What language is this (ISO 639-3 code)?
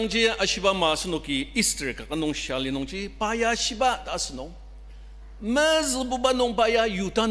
njo